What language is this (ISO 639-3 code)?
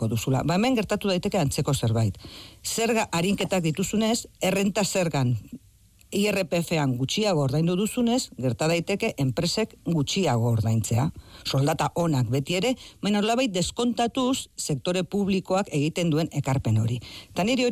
eus